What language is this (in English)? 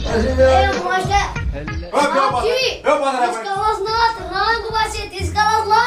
Kashmiri